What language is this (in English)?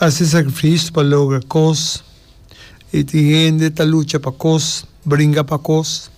Papiamento